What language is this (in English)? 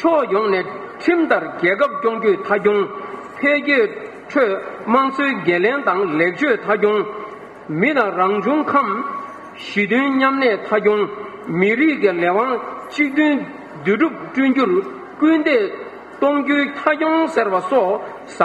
Tibetan